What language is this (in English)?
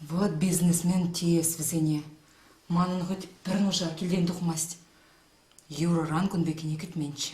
Chuvash